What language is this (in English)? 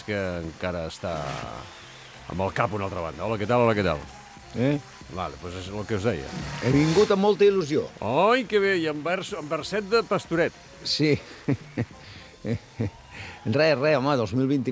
Catalan